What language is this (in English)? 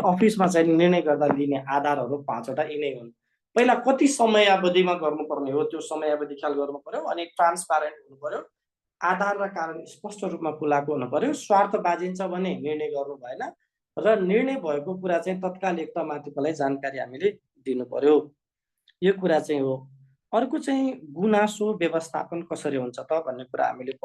Nepali